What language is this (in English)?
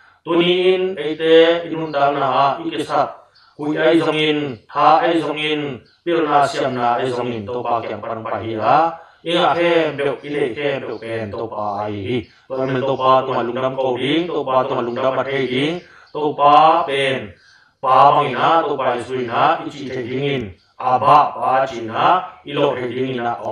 Tedim Chin